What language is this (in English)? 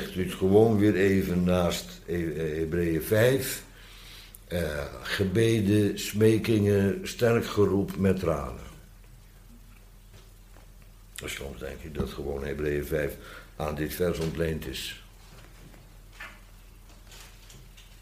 Dutch